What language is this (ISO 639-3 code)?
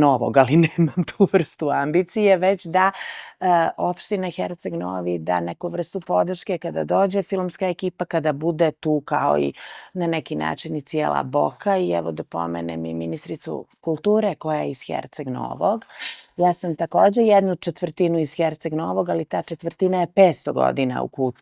bos